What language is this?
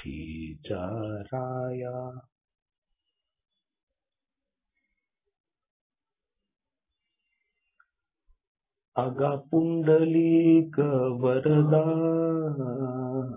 Marathi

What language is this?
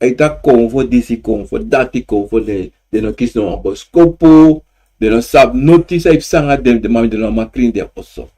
Sranan Tongo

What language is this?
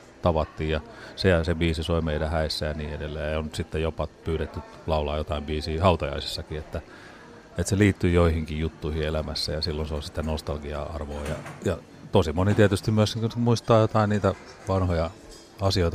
Finnish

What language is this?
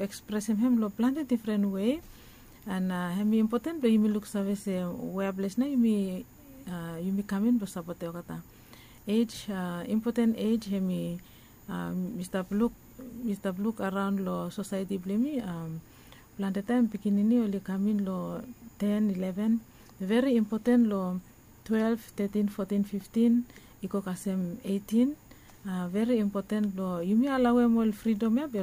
Bislama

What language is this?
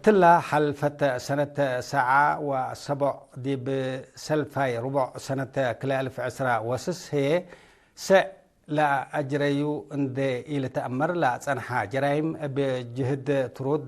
Tigre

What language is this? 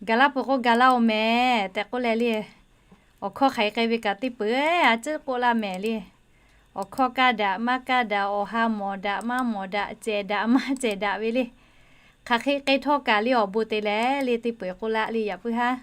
Lahu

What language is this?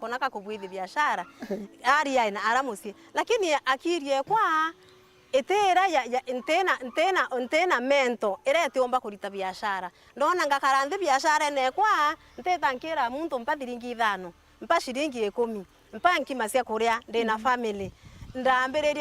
Meru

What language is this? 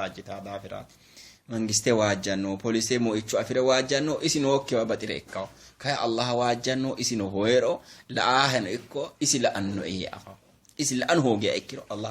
Sidamo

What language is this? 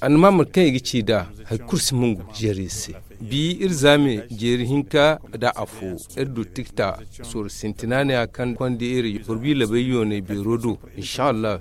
Zarma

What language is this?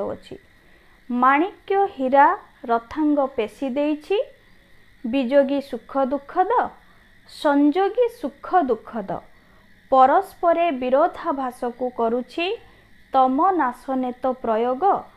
Odia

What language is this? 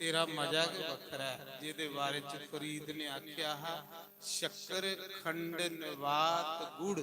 Dogri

